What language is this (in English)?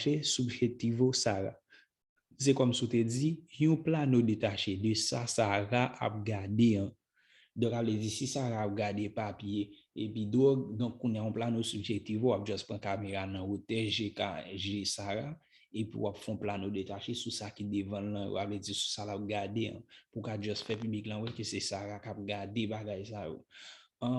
Haitian Creole